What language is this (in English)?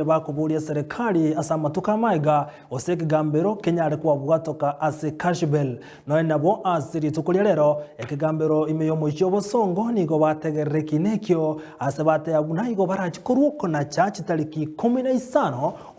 Gusii